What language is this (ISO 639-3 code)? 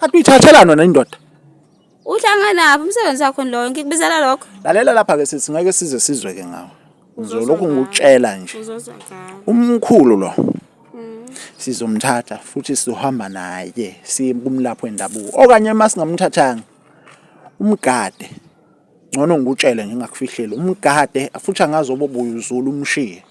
zul